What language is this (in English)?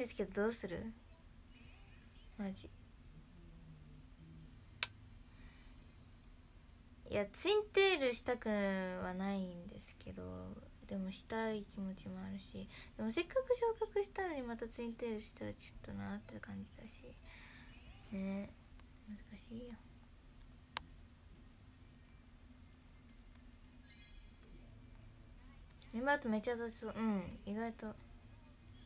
Japanese